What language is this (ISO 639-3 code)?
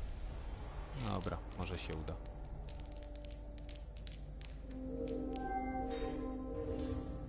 pol